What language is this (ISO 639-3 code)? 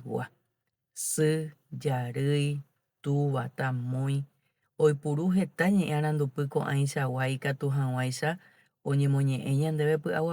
grn